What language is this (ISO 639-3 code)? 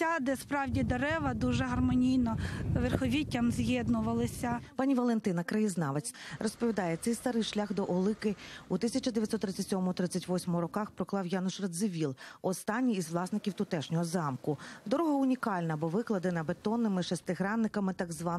ukr